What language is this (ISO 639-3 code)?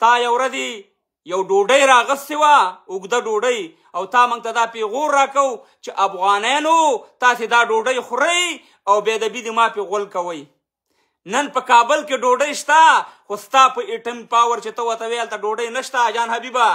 pus